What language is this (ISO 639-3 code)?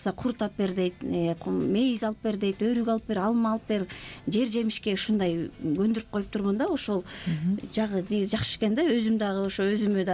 kir